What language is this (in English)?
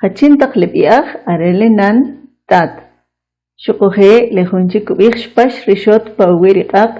Kʼicheʼ